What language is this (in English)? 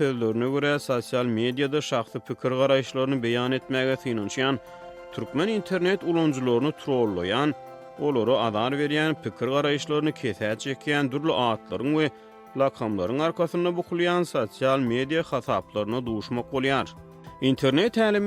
Turkmen